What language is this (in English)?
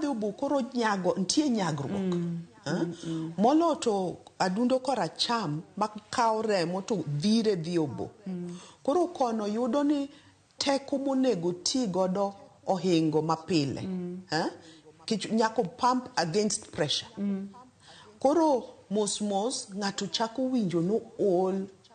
Luo (Kenya and Tanzania)